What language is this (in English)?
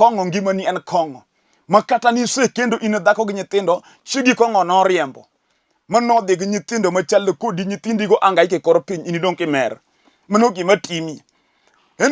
Luo (Kenya and Tanzania)